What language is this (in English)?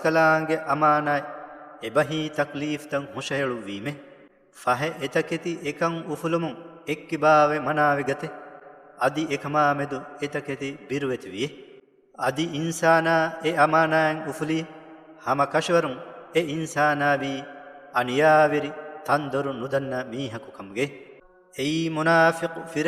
Divehi